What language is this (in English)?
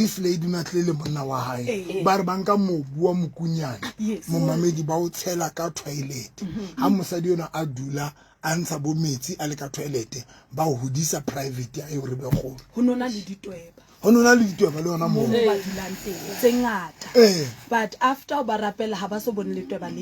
Southern Sotho